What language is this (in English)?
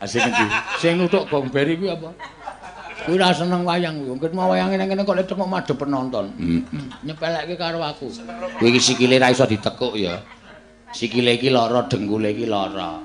Javanese